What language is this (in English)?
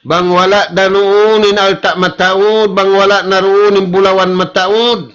Tausug